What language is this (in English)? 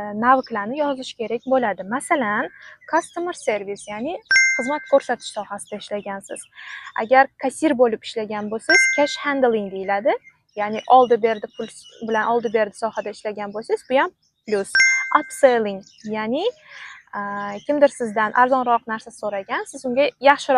Uzbek